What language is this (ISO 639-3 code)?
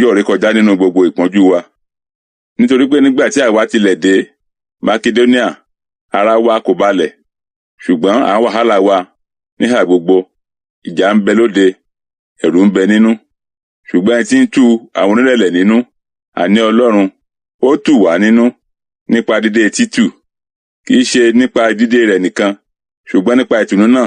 yor